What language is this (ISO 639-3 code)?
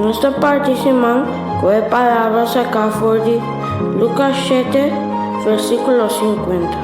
pap